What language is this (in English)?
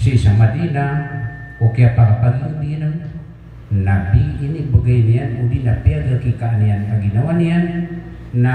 Maranao